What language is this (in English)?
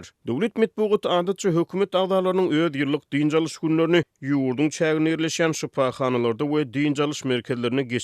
Turkmen